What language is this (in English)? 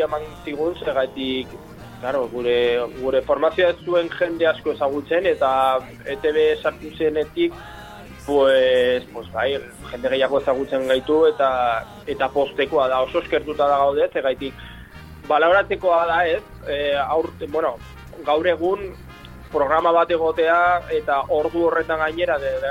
Basque